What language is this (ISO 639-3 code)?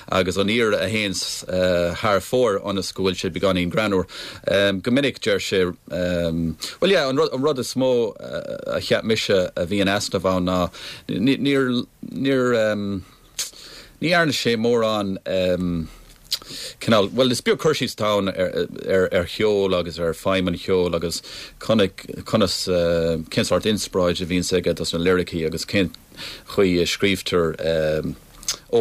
gle